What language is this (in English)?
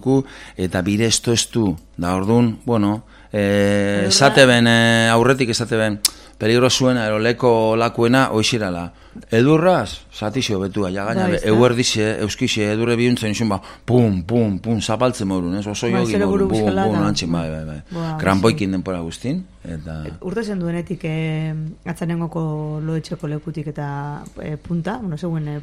Basque